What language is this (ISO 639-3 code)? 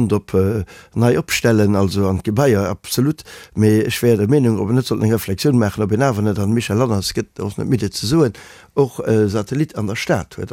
ltz